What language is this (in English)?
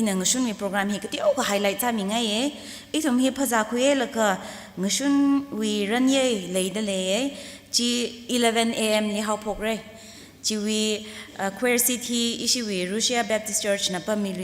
Tangkhul Naga (India)